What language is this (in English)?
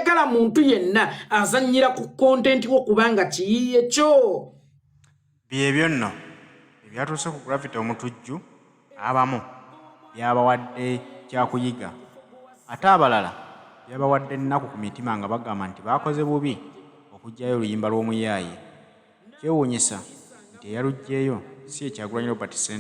Ganda